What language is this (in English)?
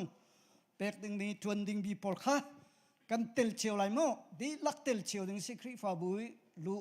Hakha Chin